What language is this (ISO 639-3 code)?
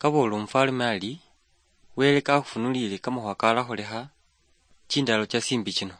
luy